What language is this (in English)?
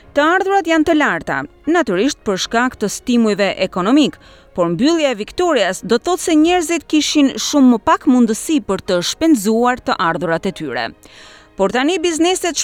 Albanian